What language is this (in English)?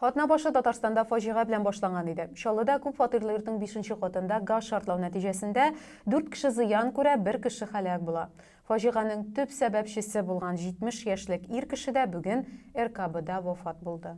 Tatar